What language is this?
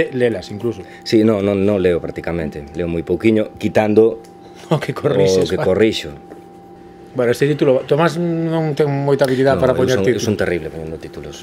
Galician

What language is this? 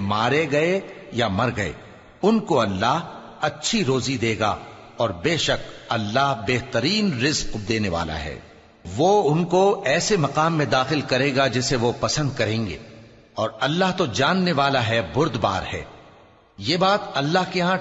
Urdu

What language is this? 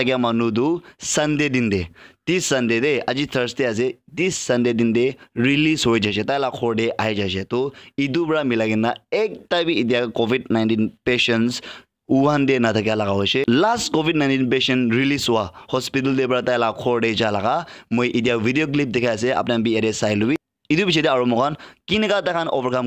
Naga Pidgin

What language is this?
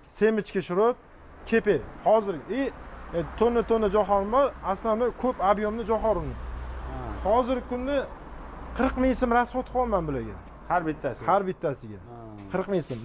Uzbek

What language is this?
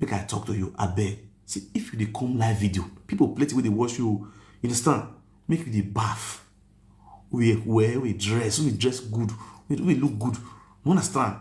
Nigerian Pidgin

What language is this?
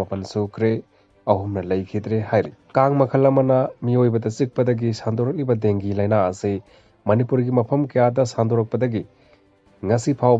Manipuri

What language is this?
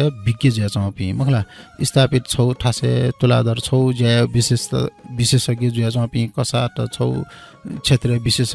Newari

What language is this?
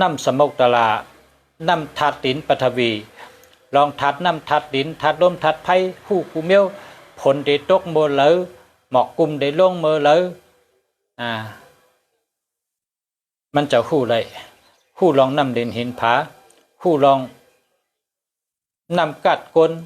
Shan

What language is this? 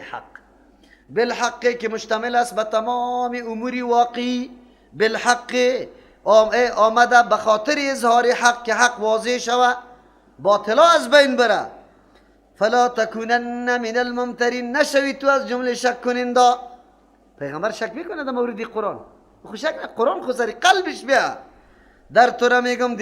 Persian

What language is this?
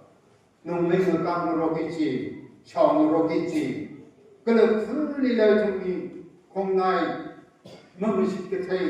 Tangkhul Naga (India)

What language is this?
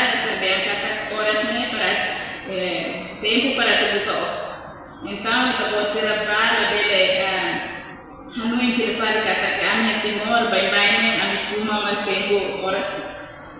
Tetum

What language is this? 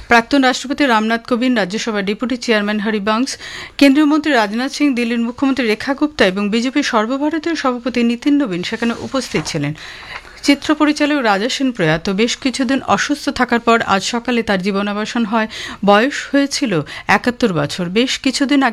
Bangla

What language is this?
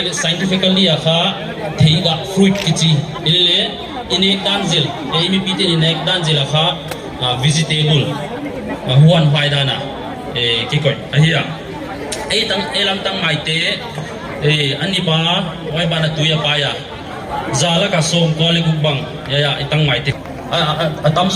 Paite Chin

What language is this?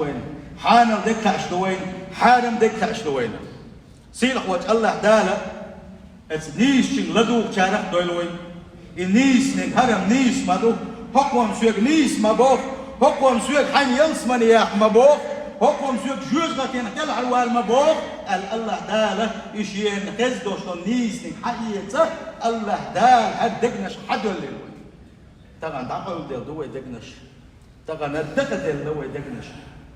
Chechen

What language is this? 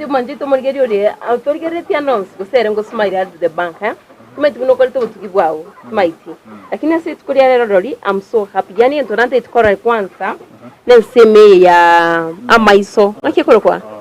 Gusii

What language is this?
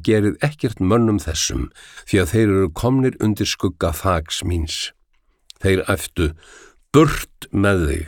Icelandic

